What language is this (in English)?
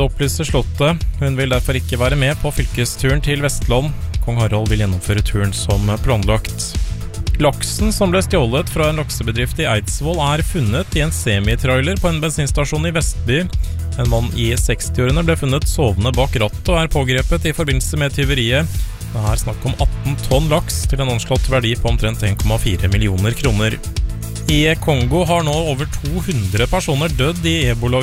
Norwegian